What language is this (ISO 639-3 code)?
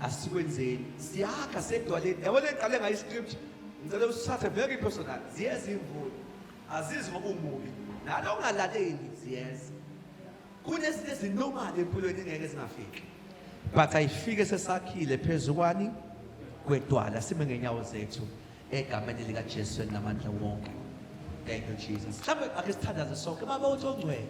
zul